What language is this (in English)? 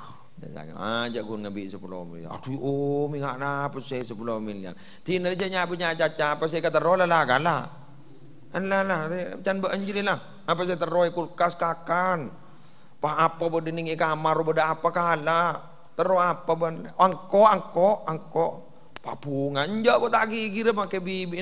Madurese